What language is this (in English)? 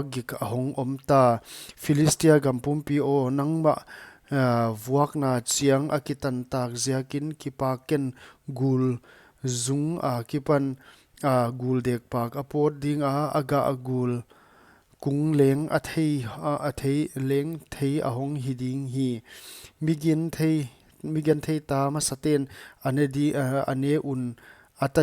Paite Chin